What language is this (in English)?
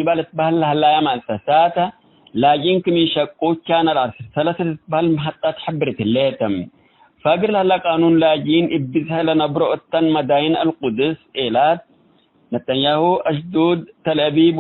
Tigre